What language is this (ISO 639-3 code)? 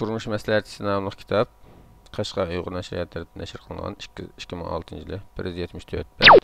uig